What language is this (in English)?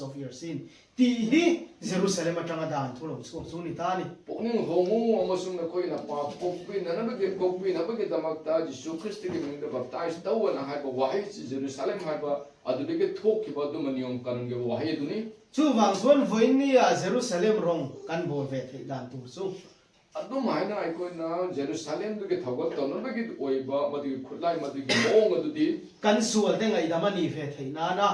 Manipuri